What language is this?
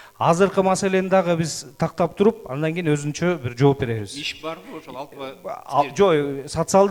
Kyrgyz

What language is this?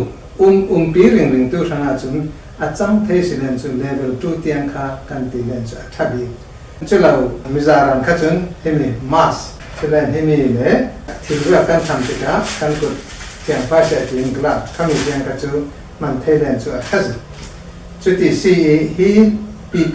Hakha Chin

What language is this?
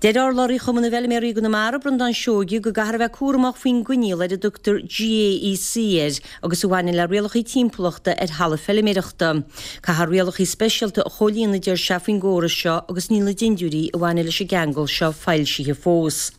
Irish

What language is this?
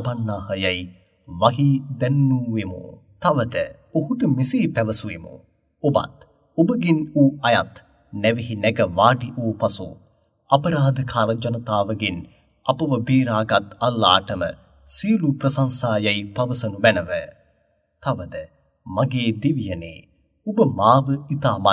Sinhala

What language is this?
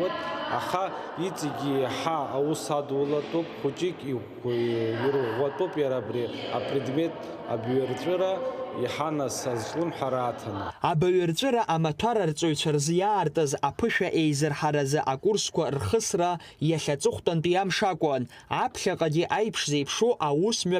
Abkhazian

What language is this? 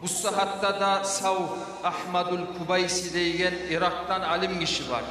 Kumyk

